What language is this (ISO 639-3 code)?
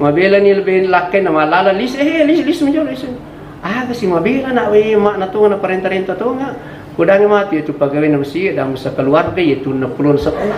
bug